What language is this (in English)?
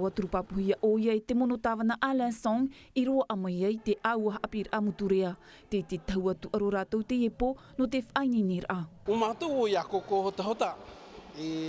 Tahitian